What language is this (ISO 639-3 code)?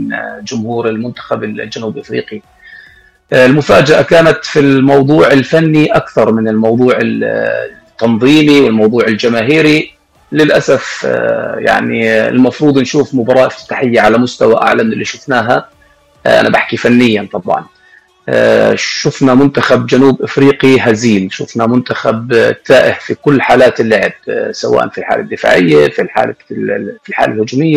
apc